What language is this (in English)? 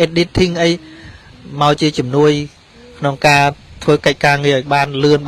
Khmer